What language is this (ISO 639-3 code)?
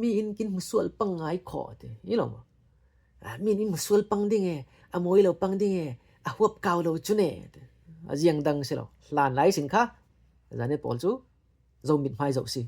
cfm